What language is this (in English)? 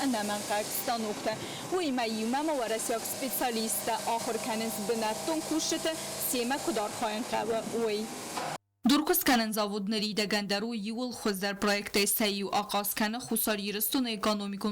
Ossetic